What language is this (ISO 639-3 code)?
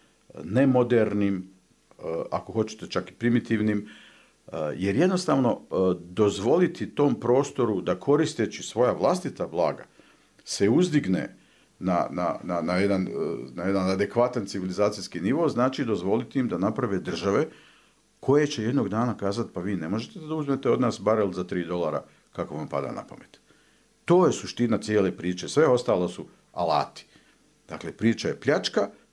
bos